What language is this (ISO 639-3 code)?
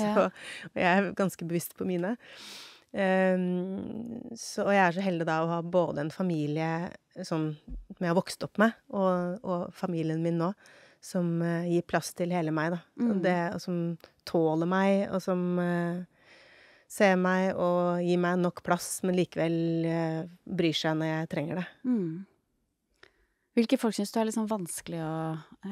nor